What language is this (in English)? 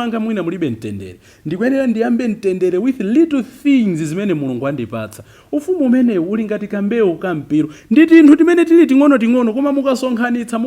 Nyanja